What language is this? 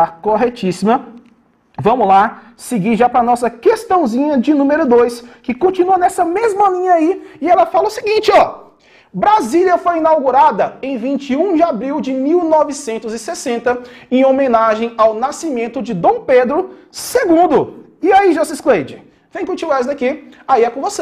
Portuguese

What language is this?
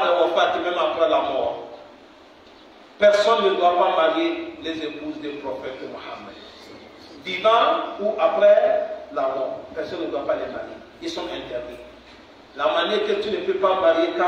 French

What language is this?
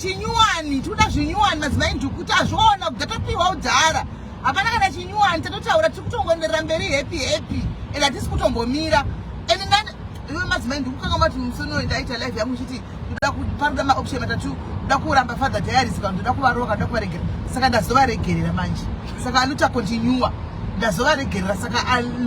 Shona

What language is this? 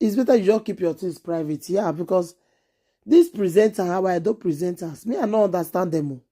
Nigerian Pidgin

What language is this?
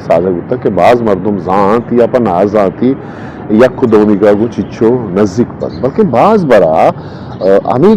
Eastern Balochi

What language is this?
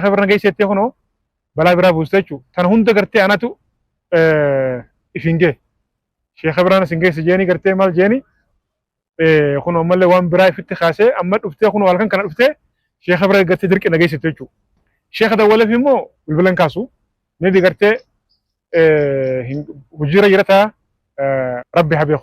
Oromo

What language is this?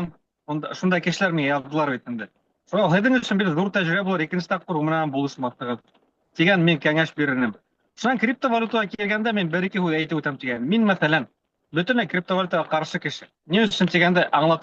Bashkir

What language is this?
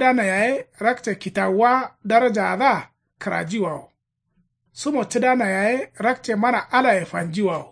Kanuri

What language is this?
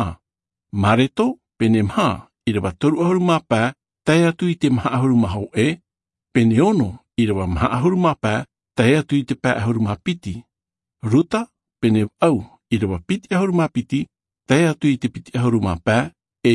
Tahitian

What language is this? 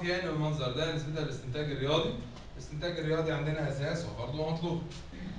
Egyptian Arabic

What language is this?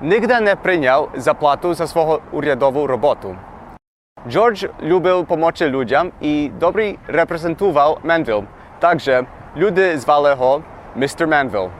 Rusyn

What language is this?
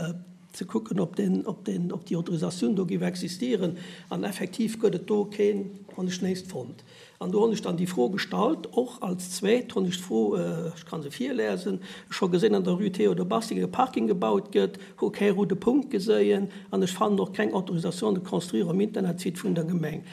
Luxembourgish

